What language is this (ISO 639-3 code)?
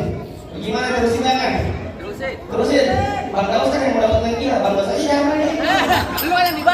bew